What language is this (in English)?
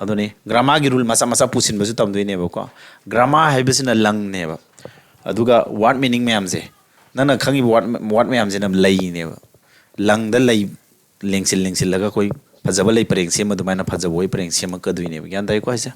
Manipuri